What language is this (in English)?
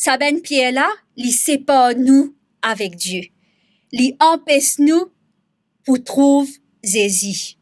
Morisyen